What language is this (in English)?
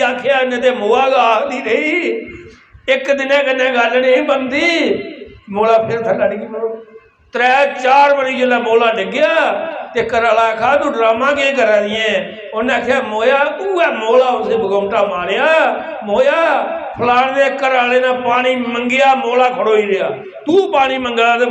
Dogri